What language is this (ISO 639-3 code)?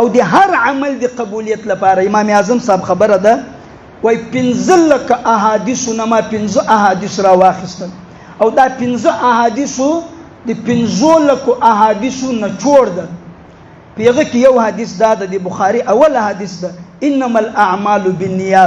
pus